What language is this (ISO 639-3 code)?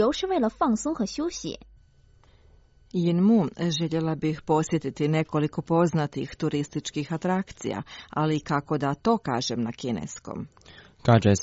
hrv